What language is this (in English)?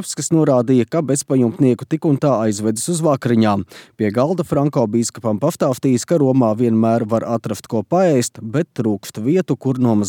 Latvian